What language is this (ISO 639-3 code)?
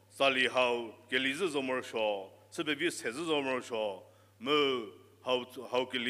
njm